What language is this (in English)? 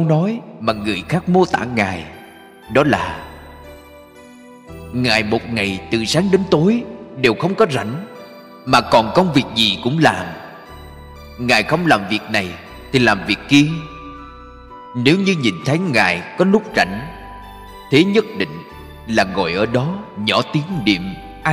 Vietnamese